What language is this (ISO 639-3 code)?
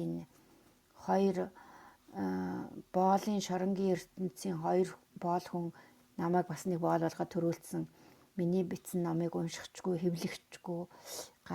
mon